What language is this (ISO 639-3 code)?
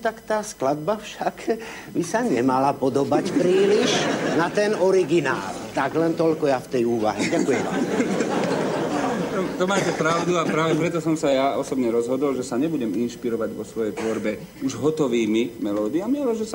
slk